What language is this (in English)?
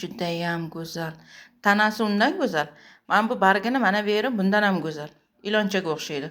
Uzbek